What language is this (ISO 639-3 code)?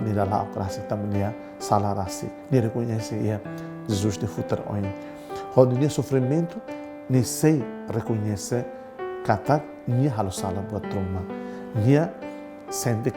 tet